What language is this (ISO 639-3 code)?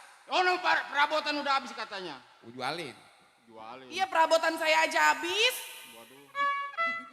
bew